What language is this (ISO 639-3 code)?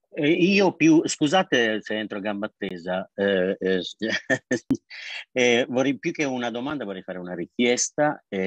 ita